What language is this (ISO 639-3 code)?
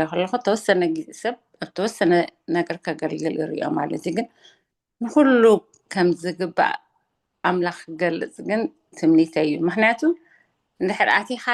tir